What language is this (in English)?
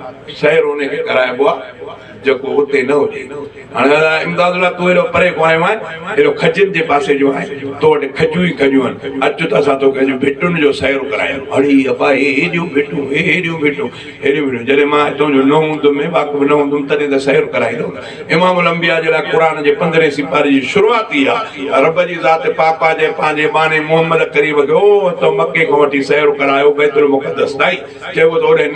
Sindhi